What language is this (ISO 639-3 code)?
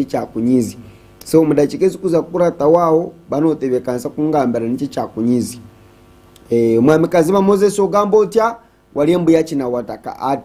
nyn